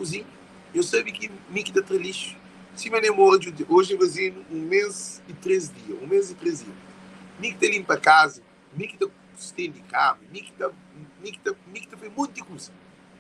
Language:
Kabuverdianu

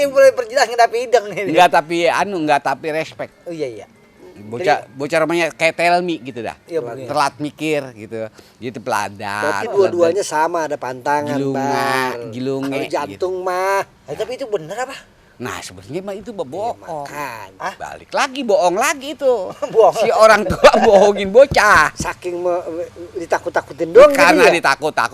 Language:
Betawi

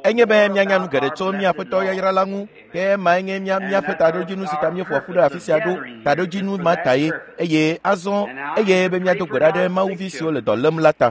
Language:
Ewe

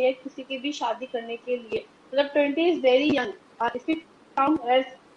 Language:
Hindi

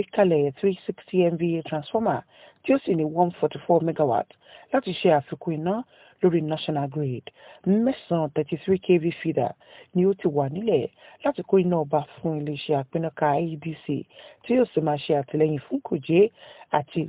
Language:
Yoruba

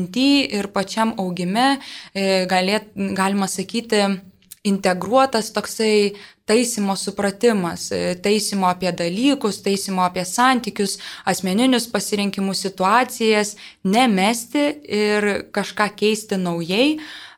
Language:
Lithuanian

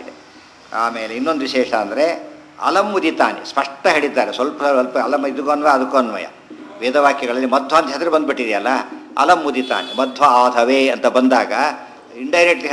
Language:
Kannada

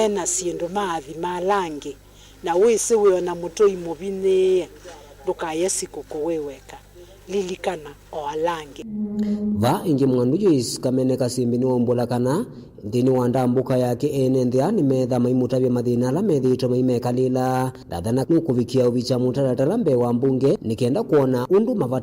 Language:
Kamba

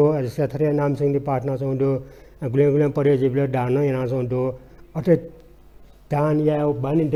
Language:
Newari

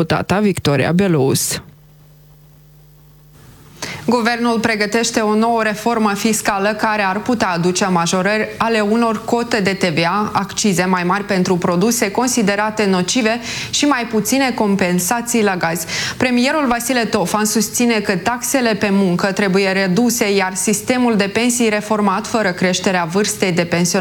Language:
Romanian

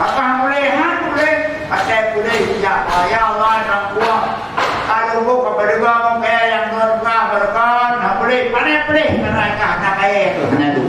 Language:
Achinese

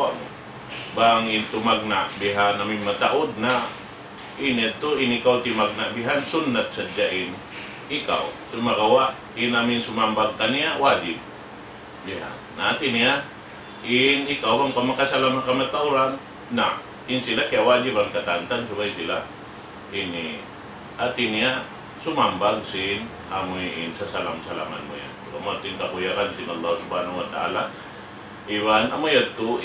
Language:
Tausug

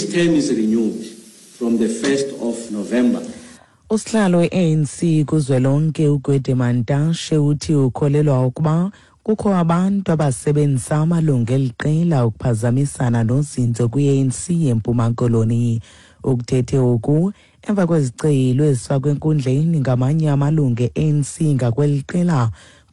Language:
Xhosa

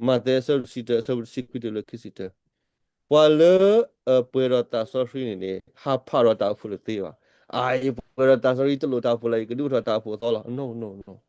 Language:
S'gaw Karen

